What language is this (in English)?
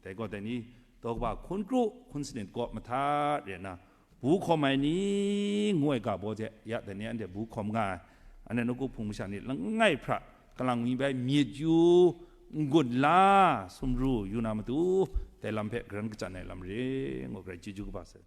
Kachin